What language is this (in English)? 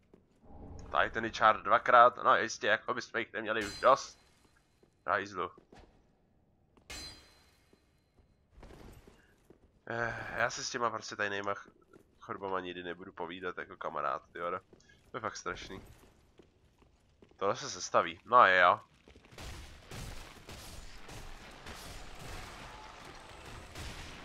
Czech